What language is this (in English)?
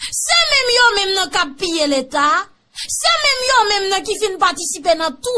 Haitian Creole